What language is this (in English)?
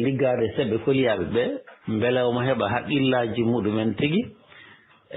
Fula